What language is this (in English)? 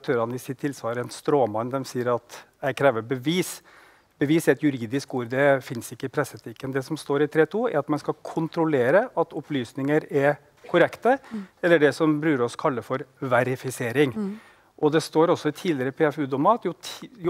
Norwegian